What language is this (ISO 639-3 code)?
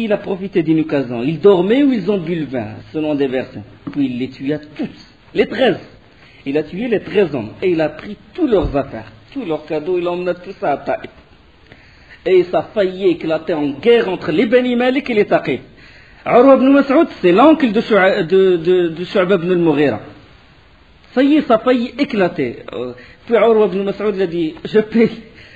fra